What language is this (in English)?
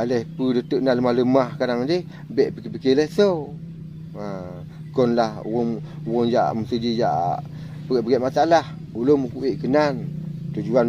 Achinese